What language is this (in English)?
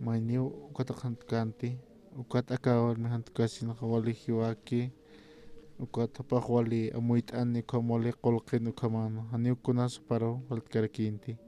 Aymara